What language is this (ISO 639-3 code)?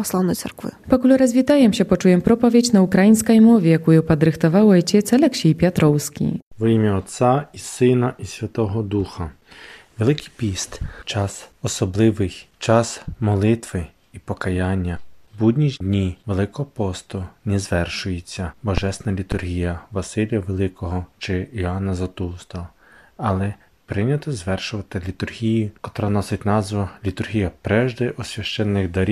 bel